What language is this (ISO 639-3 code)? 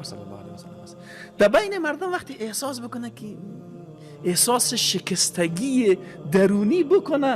fas